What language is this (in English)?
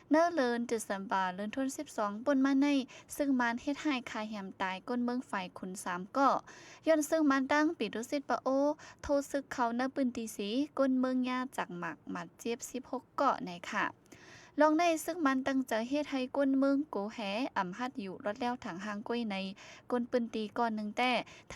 Shan